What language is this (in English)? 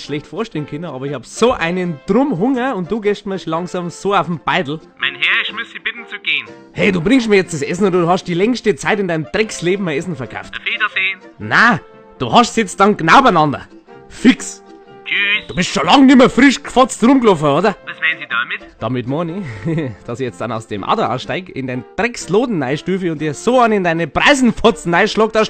Bavarian